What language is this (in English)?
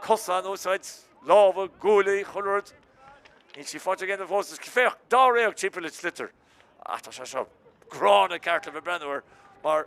Irish